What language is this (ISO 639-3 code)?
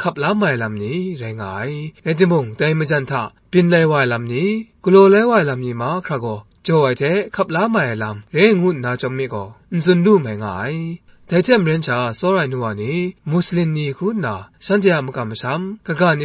kac